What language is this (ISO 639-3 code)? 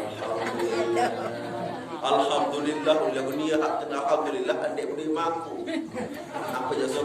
sas